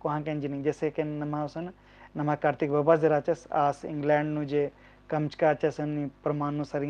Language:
Kurukh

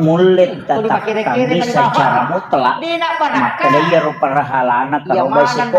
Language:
Buginese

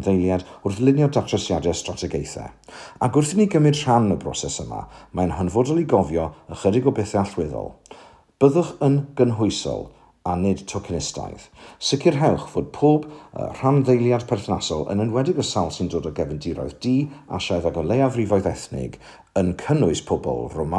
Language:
Welsh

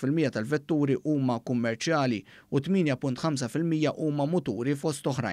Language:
Maltese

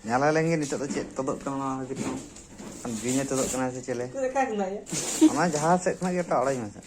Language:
Santali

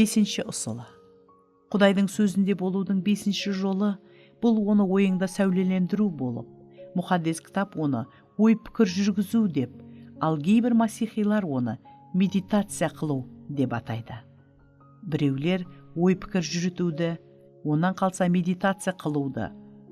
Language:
Kara-Kalpak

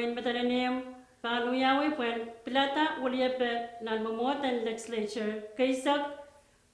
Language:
Pohnpeian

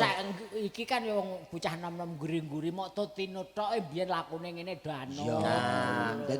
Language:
Javanese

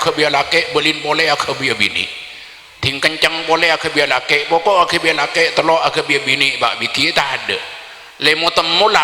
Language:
Madurese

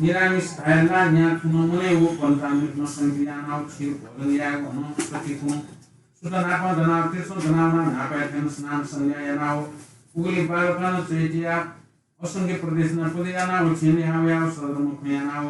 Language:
Newari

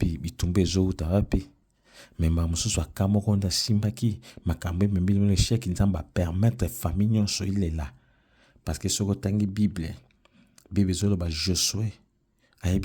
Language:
Lingala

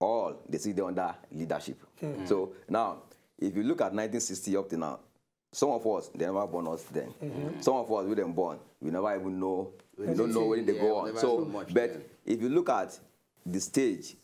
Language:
Nigerian Pidgin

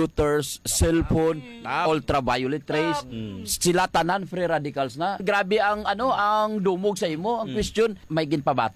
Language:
Hiligaynon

